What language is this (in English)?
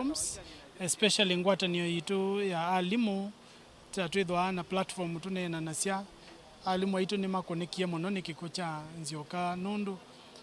Kamba